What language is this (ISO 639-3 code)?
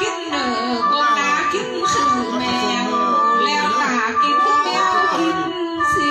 lao